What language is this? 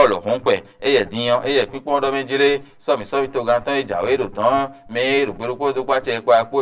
Fon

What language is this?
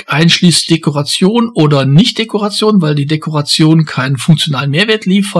German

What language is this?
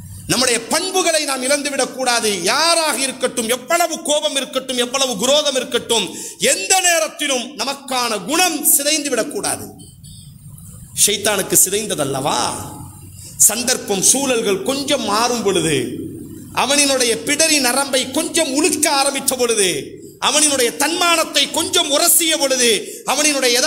Tamil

